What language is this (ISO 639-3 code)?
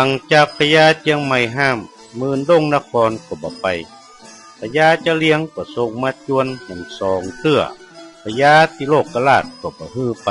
nod